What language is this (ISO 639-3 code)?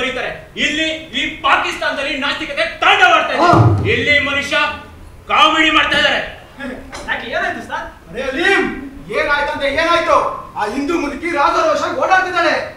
kan